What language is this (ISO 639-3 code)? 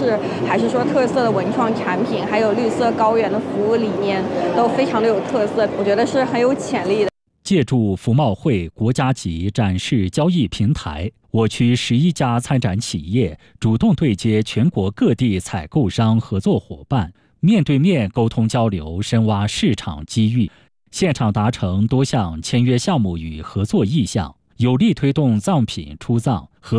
zho